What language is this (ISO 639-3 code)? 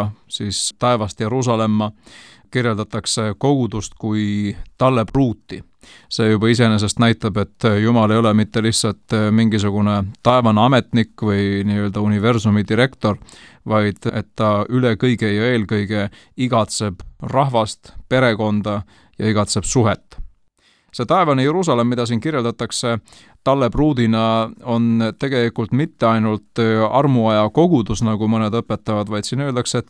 est